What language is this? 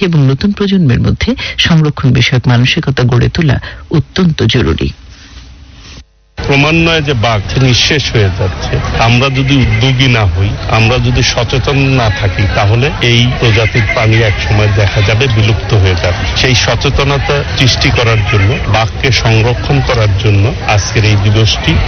Bangla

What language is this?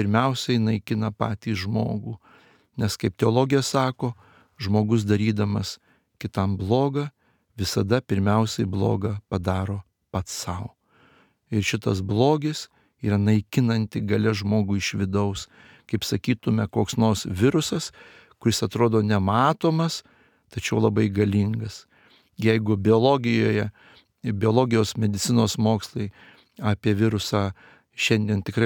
Lithuanian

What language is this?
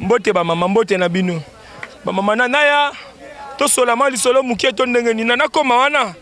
Lingala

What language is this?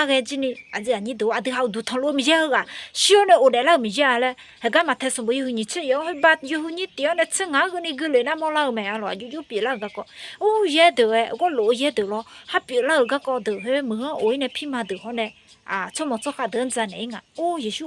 Akha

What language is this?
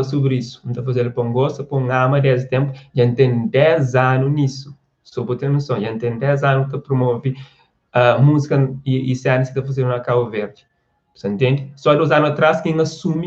Kabuverdianu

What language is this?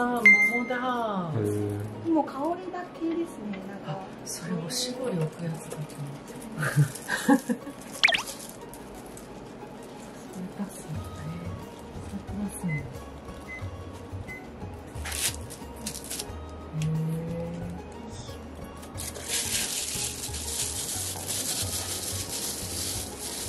Japanese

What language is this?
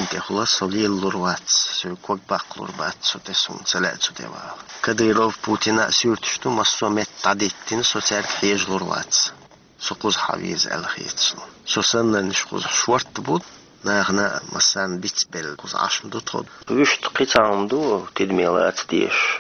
Chechen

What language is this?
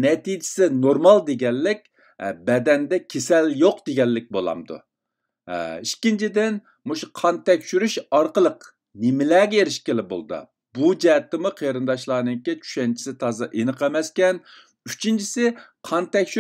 Uyghur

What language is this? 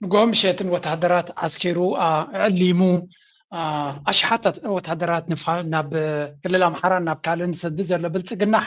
Tigrinya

